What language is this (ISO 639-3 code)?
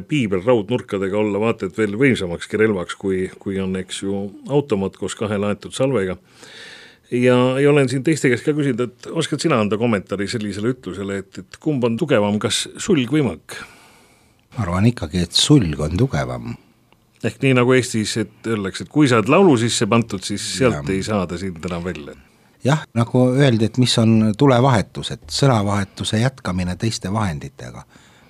est